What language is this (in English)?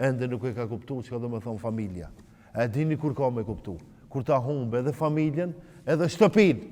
Albanian